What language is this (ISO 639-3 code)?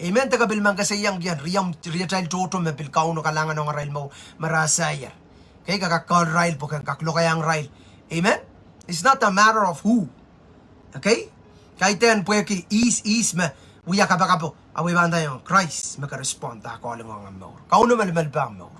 pon